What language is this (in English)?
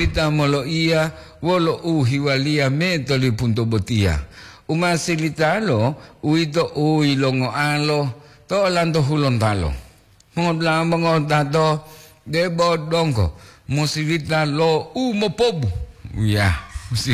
Gorontalo